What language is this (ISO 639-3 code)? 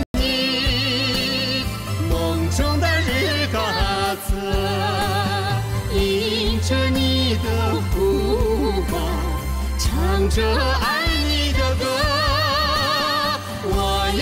zho